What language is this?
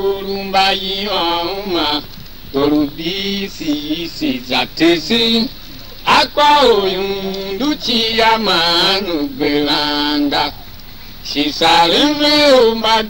Tiv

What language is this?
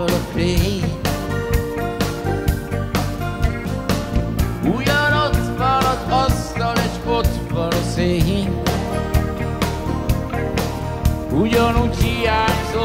Hungarian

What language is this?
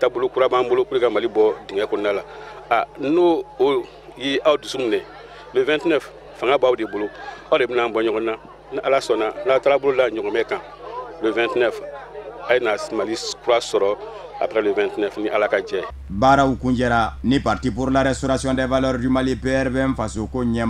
Bambara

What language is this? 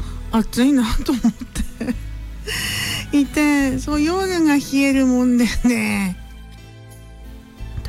Japanese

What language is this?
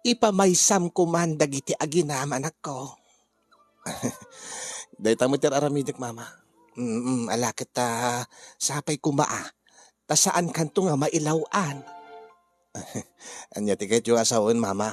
Iloko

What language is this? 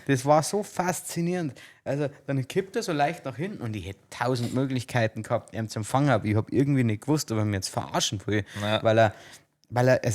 Bavarian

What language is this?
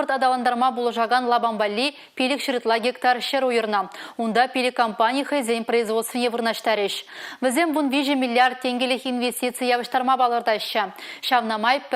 Chuvash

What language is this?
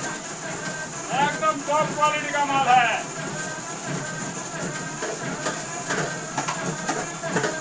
Hindi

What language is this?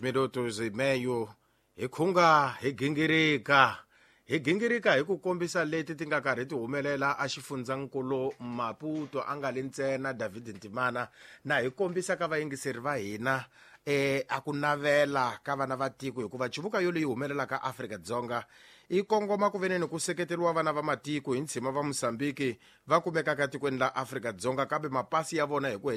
Tsonga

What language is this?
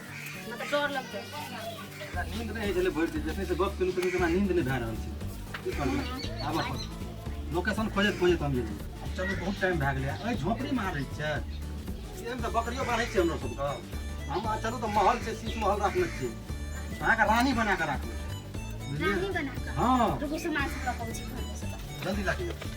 Maithili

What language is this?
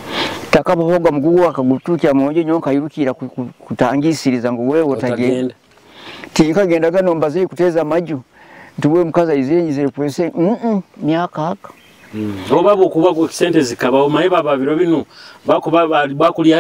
Nyoro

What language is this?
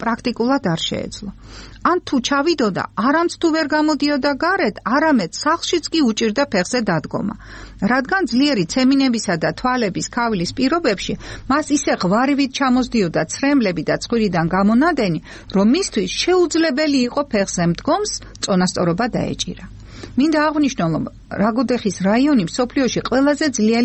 Georgian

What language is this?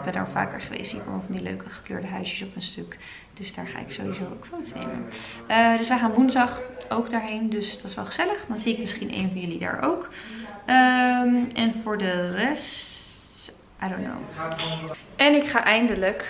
Dutch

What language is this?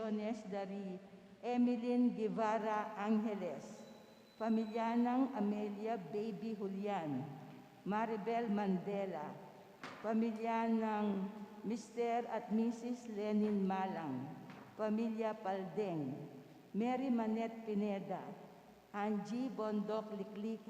Pampanga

